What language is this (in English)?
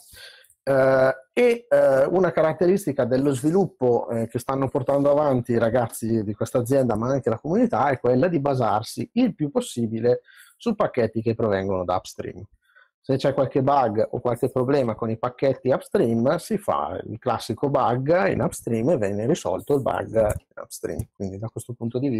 Italian